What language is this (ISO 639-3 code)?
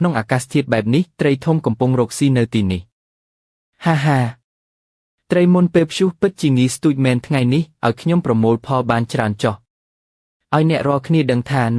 khm